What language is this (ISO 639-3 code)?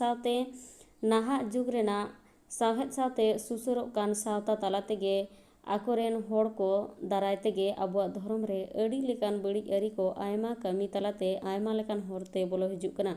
sat